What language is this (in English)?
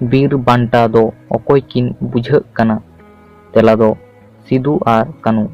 Santali